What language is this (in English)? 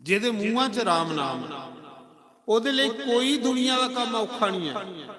Dogri